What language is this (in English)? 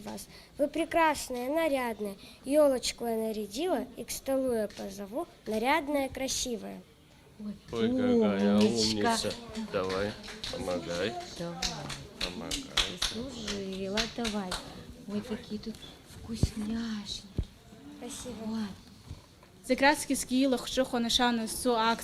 Abkhazian